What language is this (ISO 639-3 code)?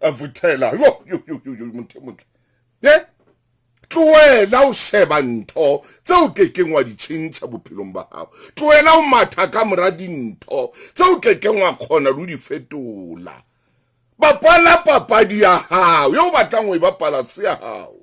sot